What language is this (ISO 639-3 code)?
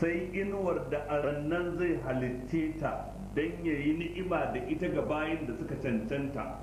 hau